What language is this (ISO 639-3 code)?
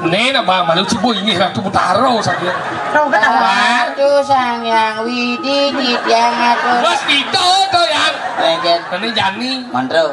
ban